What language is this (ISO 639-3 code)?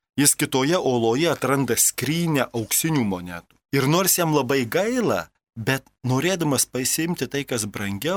lit